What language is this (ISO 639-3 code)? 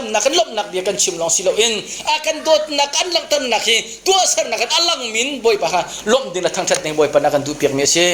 cnh